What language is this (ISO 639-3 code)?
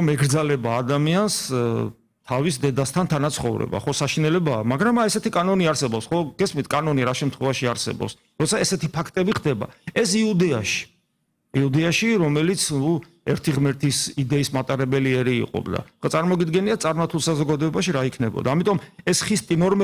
kat